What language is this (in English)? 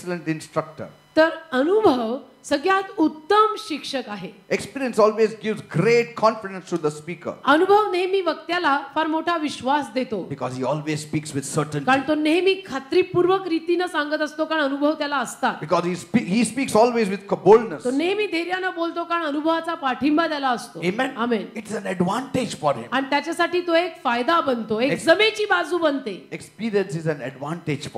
Marathi